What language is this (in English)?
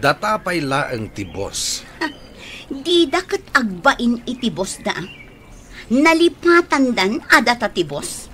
Iloko